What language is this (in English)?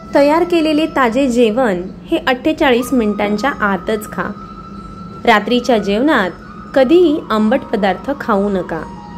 Marathi